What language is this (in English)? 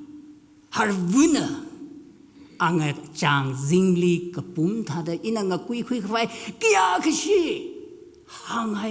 Tangkhul Naga (India)